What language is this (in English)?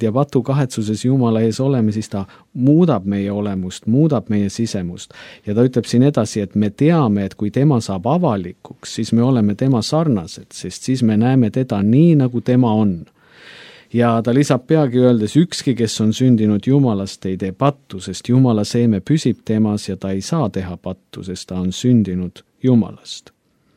Estonian